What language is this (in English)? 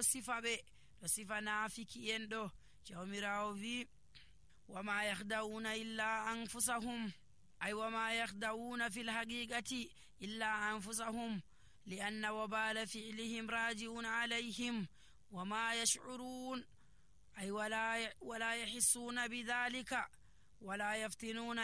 Nigerian Fulfulde